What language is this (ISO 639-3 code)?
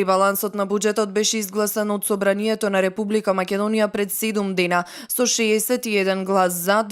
mkd